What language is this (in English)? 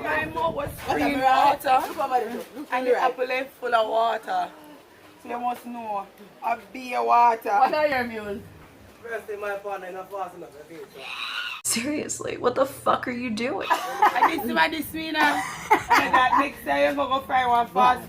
Jamaican Creole English